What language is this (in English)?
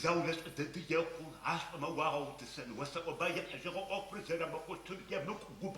Adyghe